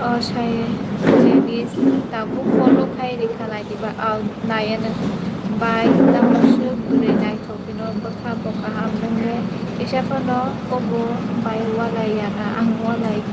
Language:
Kok Borok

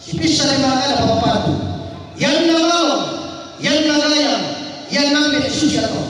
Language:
Toraja-Sa'dan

